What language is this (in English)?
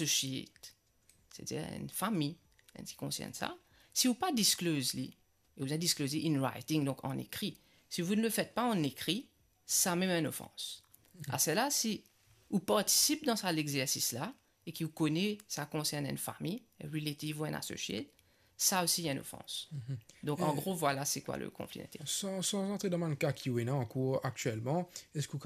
Morisyen